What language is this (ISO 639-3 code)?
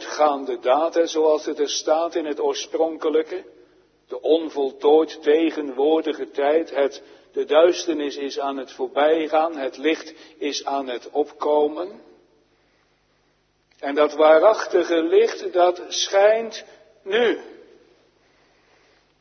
nld